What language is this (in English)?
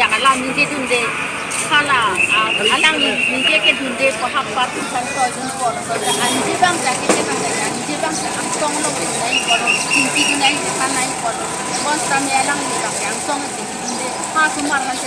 Karbi